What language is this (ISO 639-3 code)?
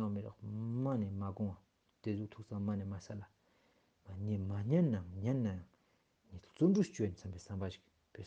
lbj